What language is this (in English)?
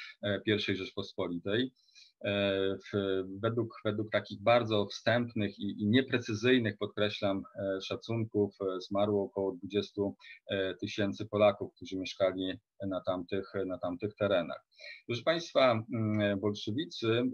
Polish